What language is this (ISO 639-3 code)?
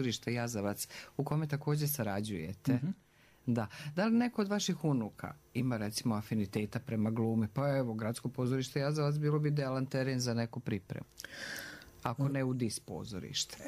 srp